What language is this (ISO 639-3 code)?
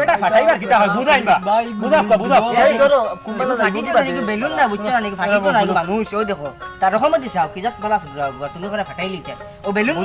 syl